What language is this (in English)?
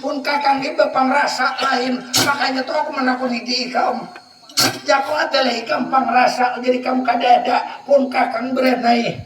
Banjar